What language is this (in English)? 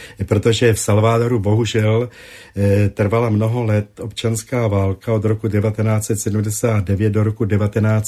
Czech